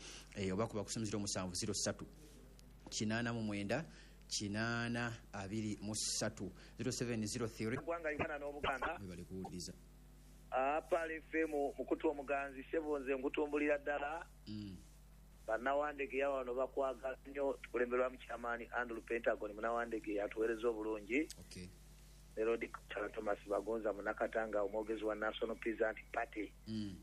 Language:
Ganda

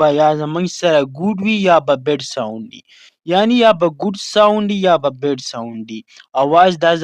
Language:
Pashto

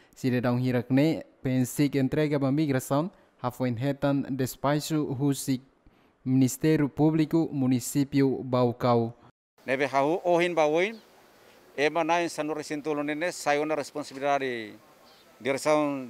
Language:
Tetum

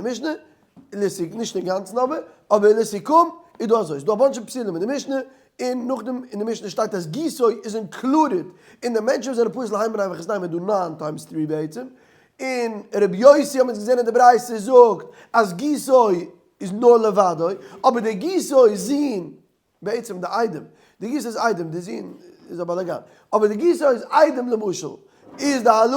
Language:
Yiddish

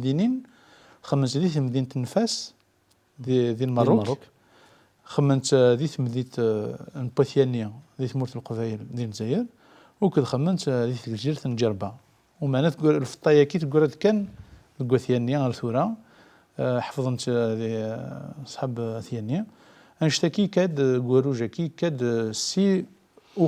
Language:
Kabyle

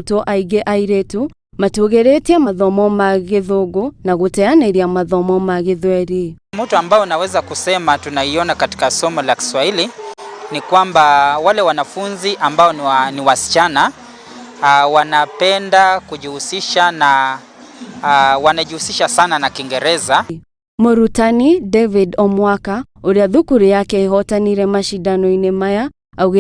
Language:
Kikuyu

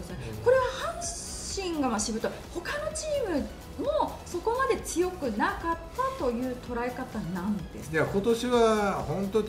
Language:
Japanese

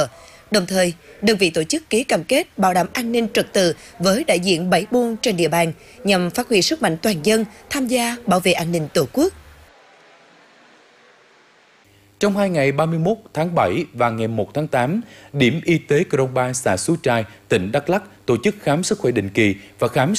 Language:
Vietnamese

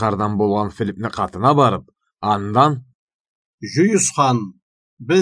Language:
Karachay-Balkar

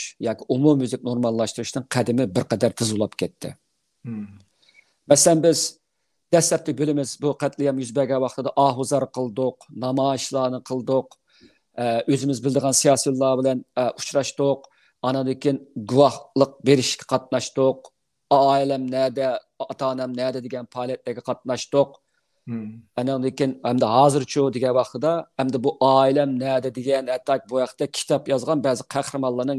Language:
Uyghur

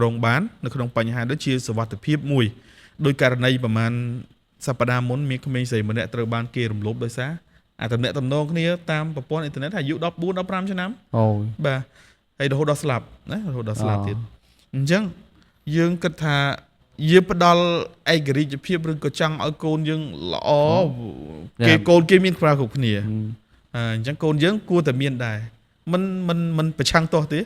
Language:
Khmer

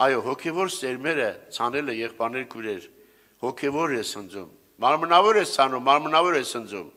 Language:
Armenian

